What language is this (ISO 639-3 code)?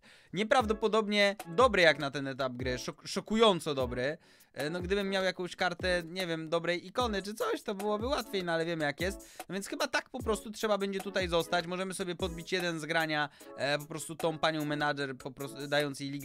pol